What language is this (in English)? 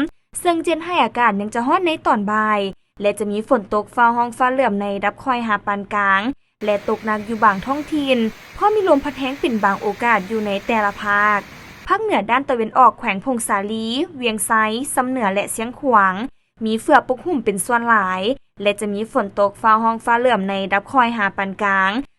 Lao